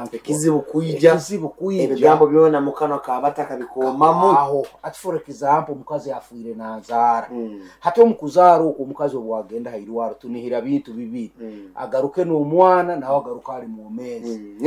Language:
Nyankole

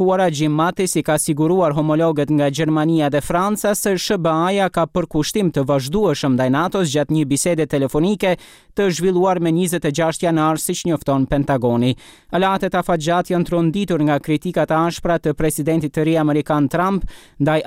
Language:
Albanian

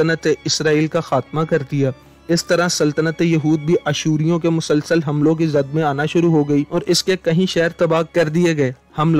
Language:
Urdu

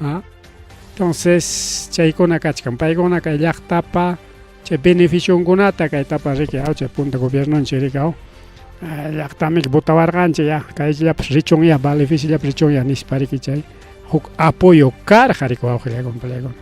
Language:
Ayacucho Quechua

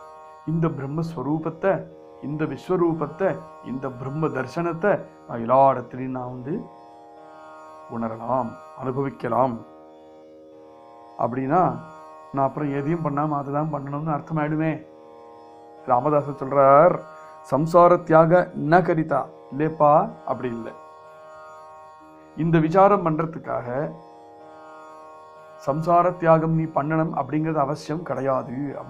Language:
Tamil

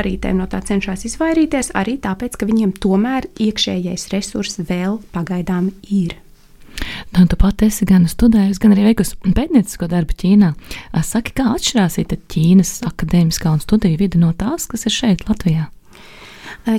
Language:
Latvian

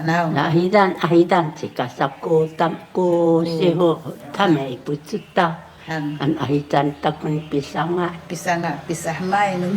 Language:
Sakizaya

